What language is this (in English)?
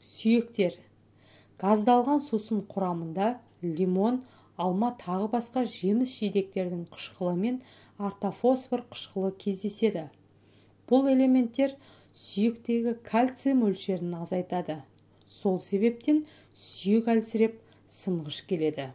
Kazakh